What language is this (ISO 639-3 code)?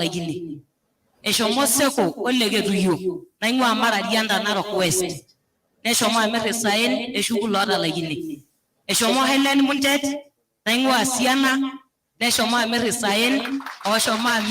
mas